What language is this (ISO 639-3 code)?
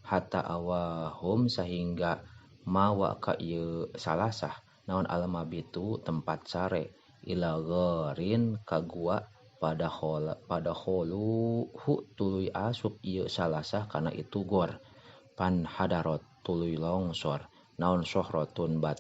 sun